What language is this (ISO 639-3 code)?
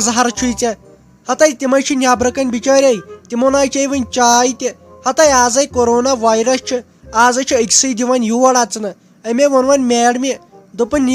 kas